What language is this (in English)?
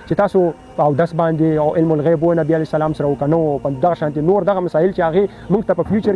Pashto